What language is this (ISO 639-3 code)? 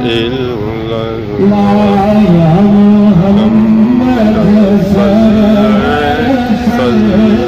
phr